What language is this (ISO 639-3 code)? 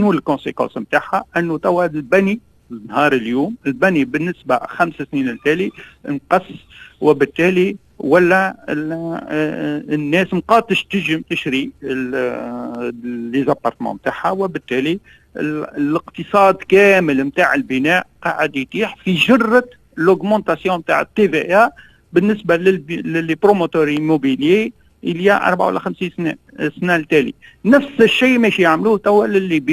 aeb